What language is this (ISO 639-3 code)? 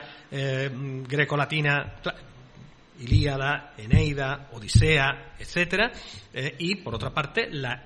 spa